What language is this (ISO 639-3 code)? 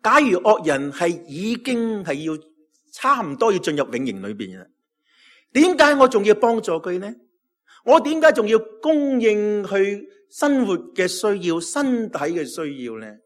yue